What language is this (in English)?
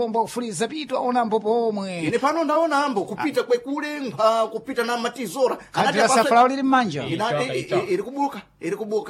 Sena